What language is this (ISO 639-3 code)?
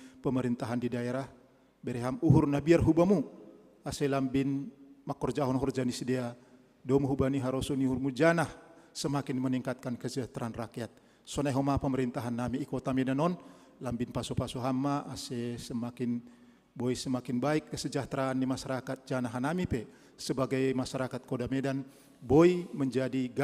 bts